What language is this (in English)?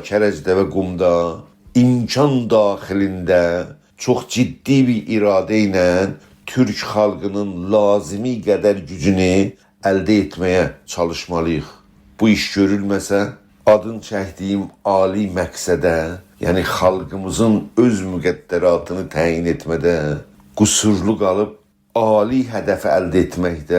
South Azerbaijani